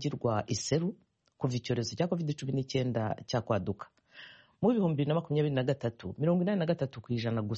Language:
Kinyarwanda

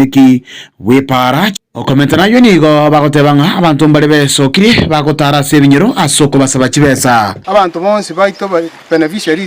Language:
Gusii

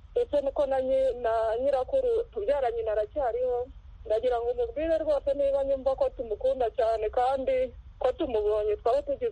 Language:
Kinyarwanda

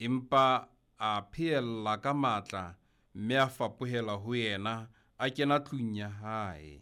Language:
Southern Sotho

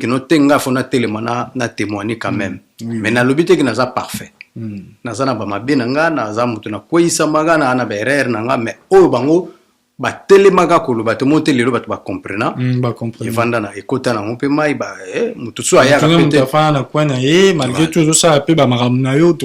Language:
Lingala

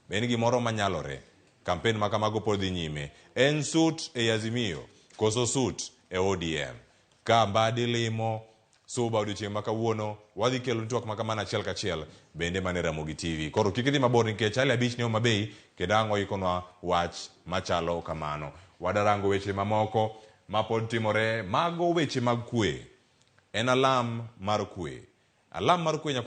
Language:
Luo (Kenya and Tanzania)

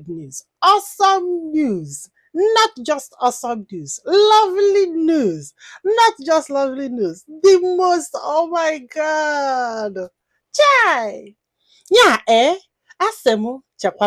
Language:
Igbo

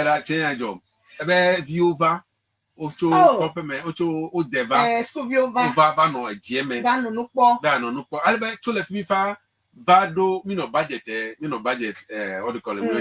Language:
Ewe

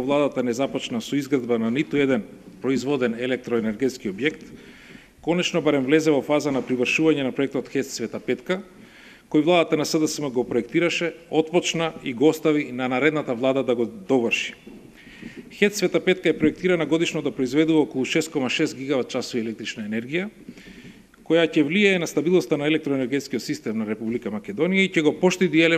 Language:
Macedonian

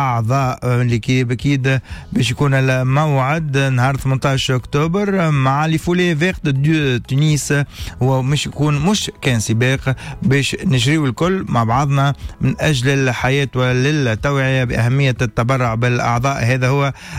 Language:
Tunisian Arabic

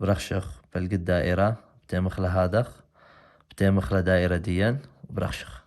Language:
Assyrian Neo-Aramaic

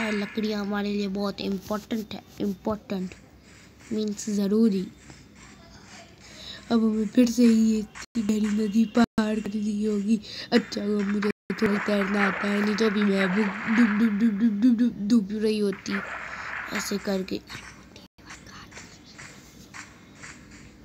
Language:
Hindi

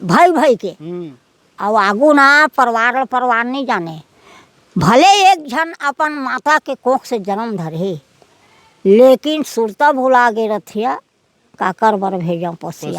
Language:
Chhattisgarhi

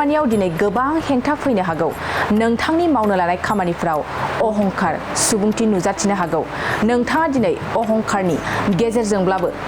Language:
Bodo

